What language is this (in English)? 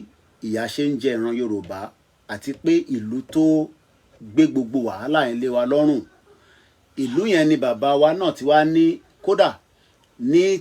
Yoruba